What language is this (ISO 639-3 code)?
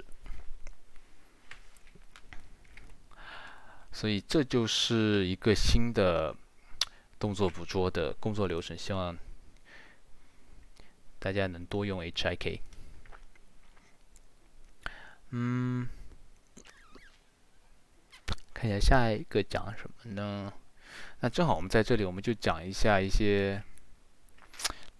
zho